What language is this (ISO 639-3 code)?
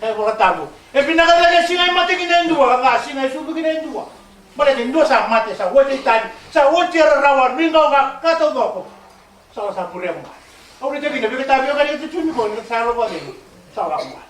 fij